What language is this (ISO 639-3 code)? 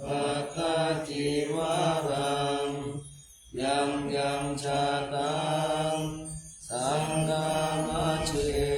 pli